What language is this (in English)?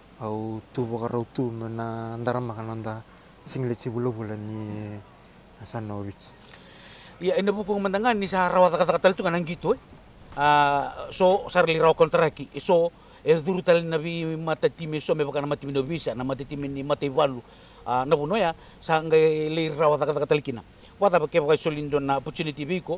Fijian